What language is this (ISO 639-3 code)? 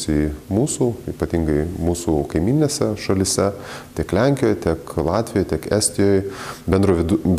lit